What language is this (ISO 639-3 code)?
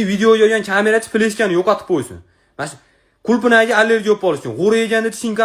uzb